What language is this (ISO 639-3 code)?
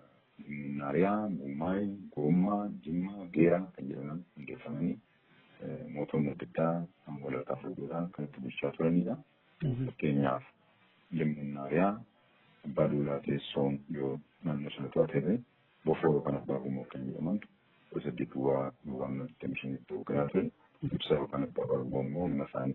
orm